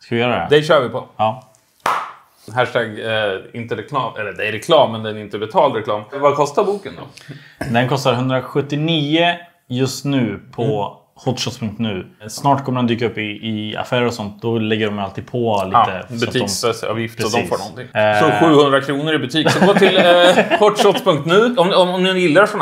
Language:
Swedish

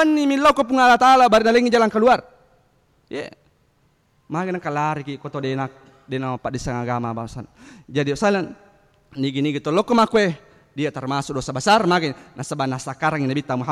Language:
Buginese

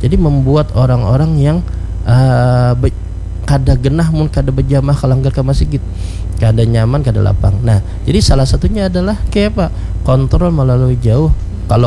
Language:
Banjar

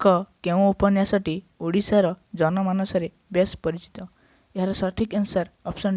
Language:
Odia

